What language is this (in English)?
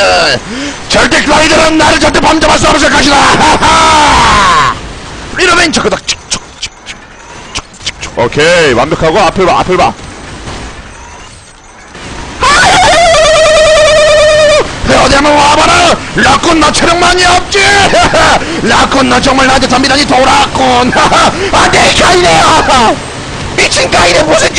Korean